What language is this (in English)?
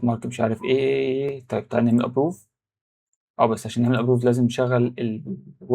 Egyptian Arabic